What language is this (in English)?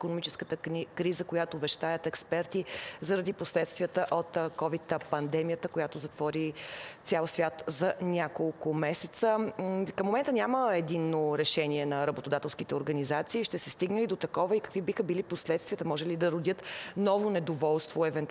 Bulgarian